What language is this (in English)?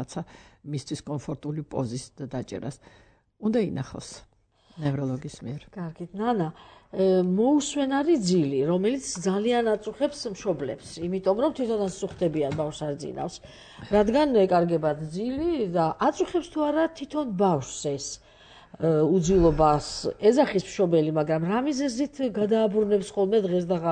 Georgian